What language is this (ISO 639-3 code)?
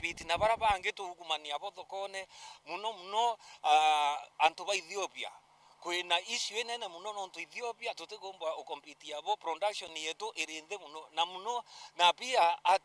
mer